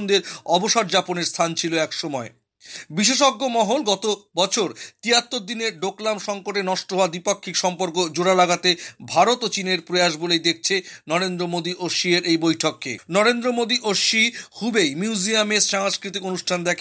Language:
Bangla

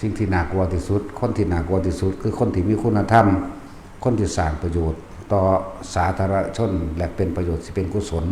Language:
Northeastern Thai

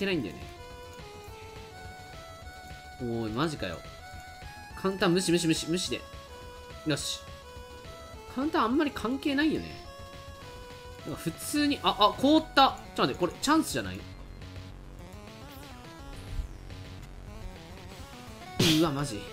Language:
Japanese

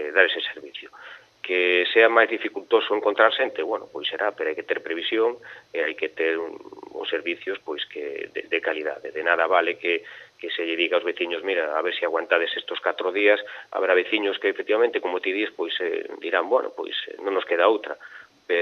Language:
Galician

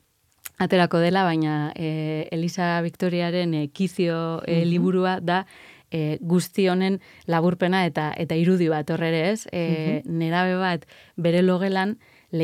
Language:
Basque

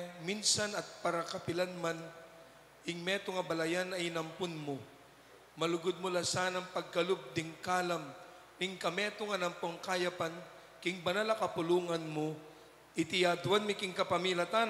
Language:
Pampanga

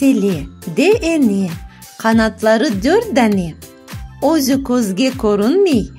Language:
Crimean Tatar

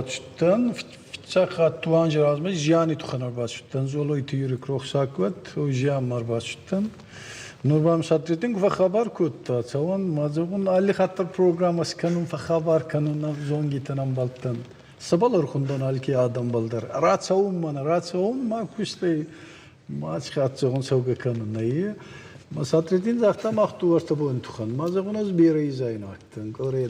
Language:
Ossetic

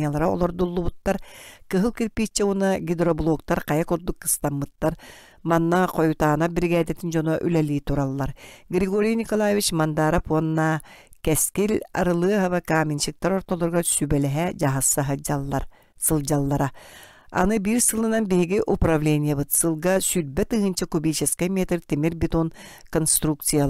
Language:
Yakut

